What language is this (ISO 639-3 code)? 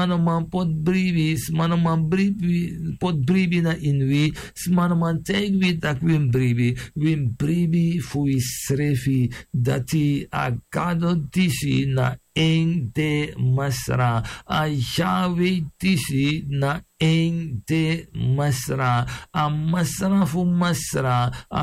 srn